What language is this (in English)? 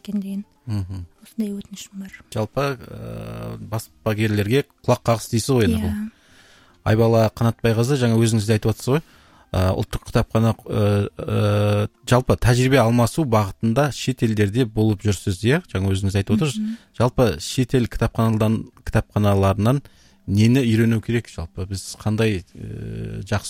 Kazakh